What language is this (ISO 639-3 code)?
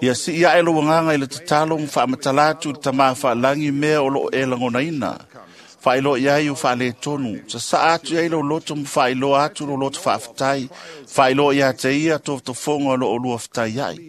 smo